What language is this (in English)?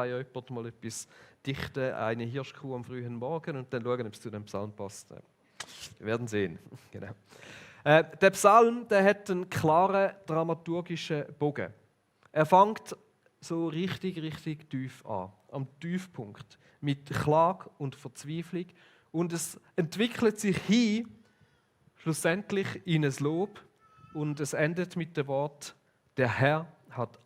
Swiss German